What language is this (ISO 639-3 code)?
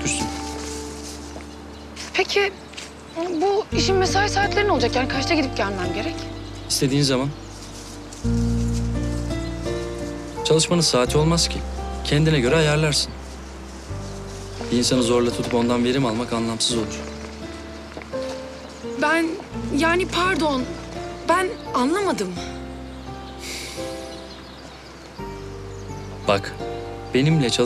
tur